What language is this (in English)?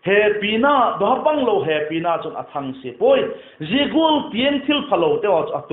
Vaiphei